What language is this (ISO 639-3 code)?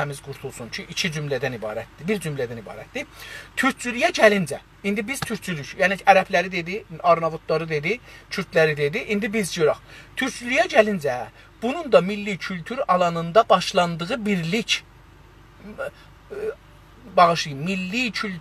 azb